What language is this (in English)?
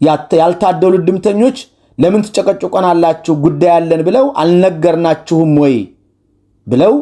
Amharic